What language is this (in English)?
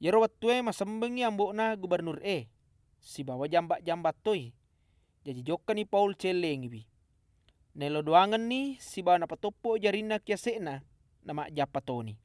Buginese